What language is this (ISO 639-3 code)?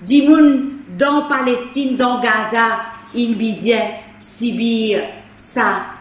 mfe